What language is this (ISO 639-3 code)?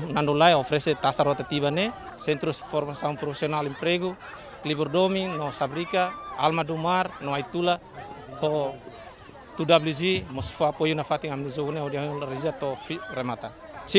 tet